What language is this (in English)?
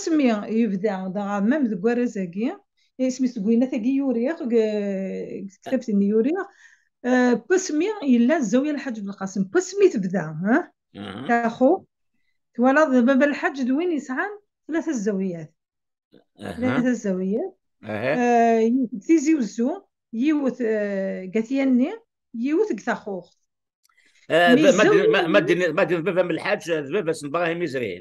Kabyle